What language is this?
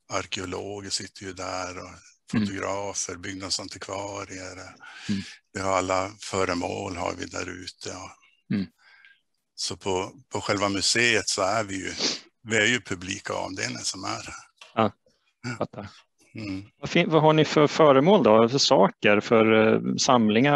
Swedish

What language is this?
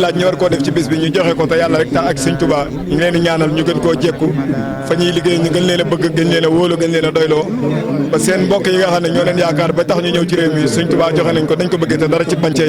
Wolof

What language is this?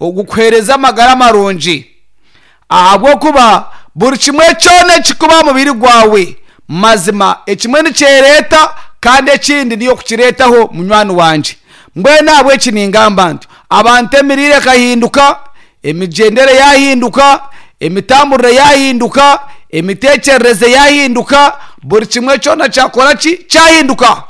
Nyankole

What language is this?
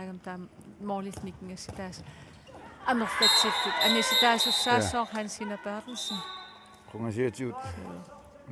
Kalaallisut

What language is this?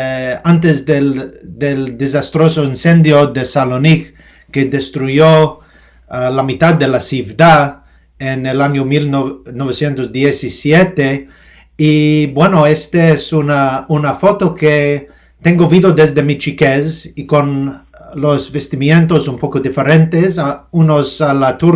Ladino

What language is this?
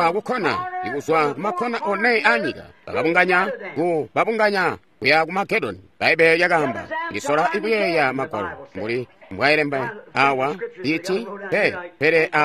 Tonga (Zambia)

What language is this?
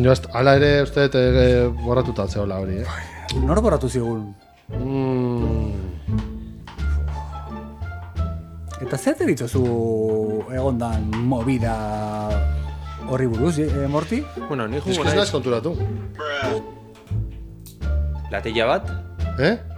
Basque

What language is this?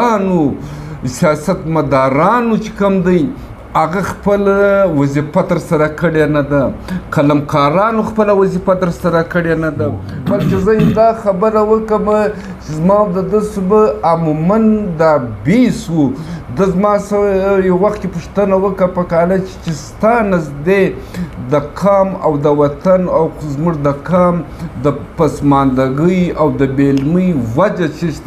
Pashto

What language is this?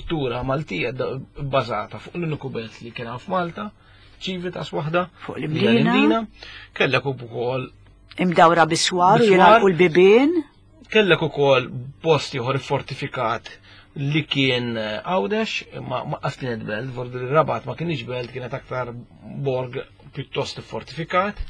Maltese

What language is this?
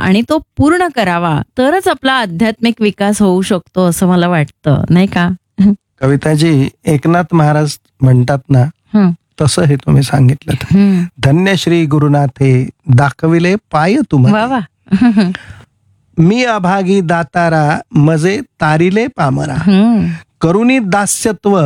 Marathi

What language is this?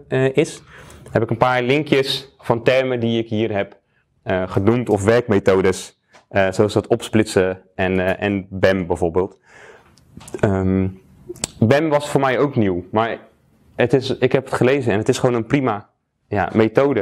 Dutch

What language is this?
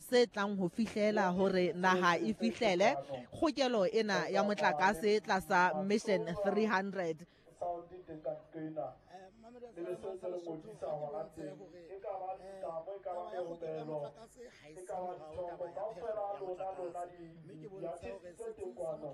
Southern Sotho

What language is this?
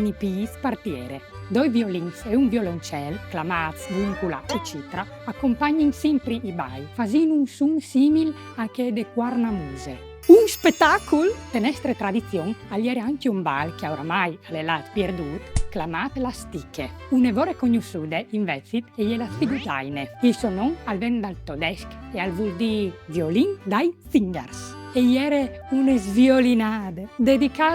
Friulian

